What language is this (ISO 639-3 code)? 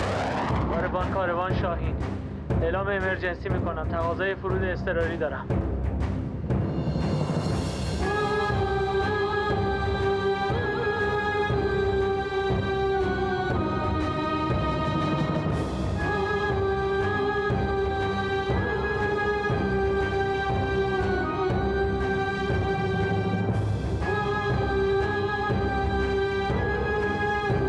fas